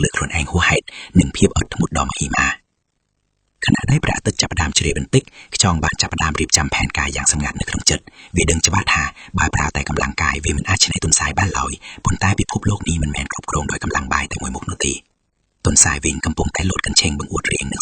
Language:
Khmer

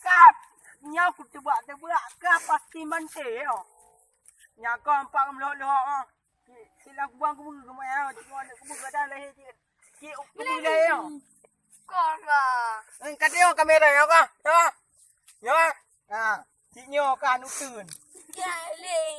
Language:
Achinese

